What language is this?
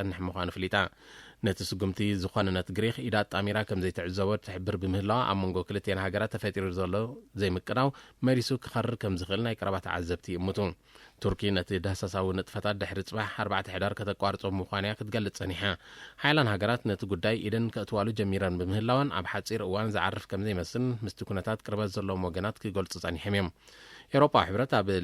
Tigrinya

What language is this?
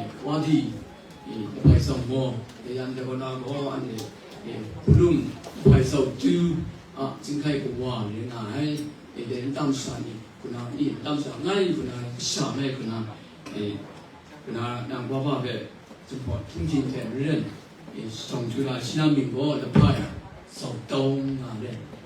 Kachin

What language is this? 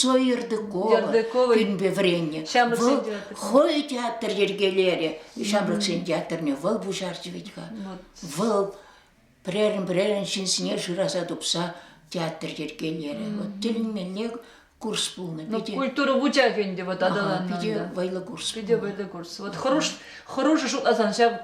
Chuvash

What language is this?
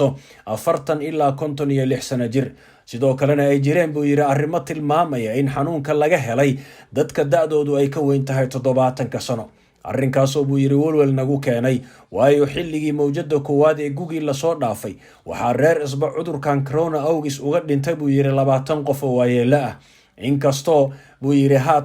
Somali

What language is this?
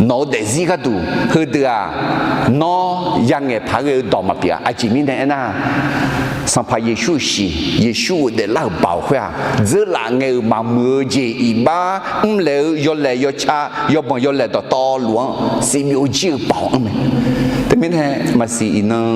Akha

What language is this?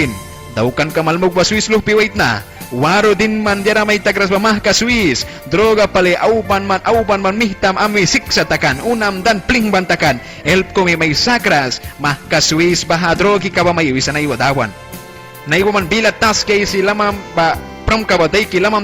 Mískito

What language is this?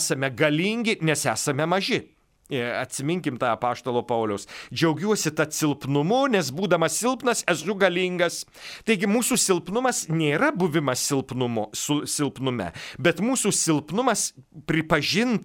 Lithuanian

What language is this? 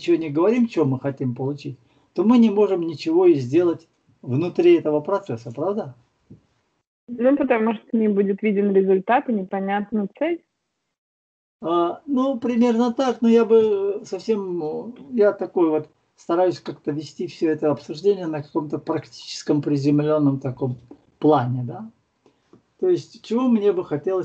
Russian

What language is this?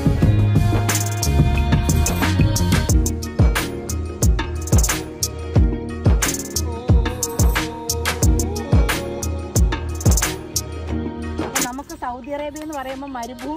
Malayalam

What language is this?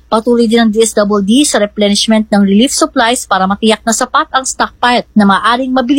Filipino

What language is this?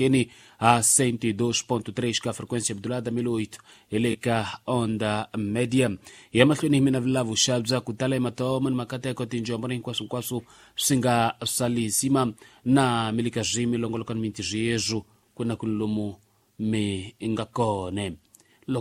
Tsonga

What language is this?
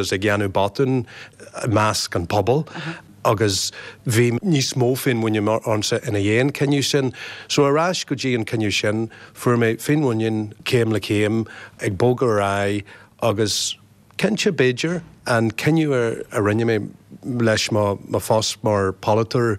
Irish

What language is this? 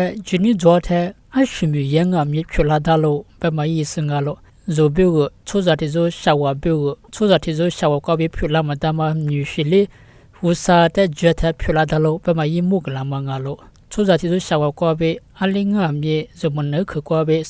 Lisu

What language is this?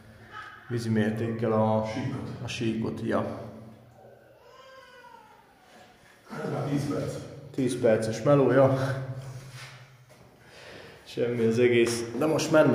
Hungarian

